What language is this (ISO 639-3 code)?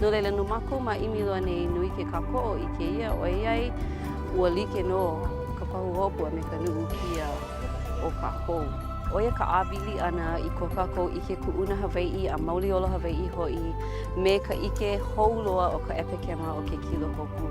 haw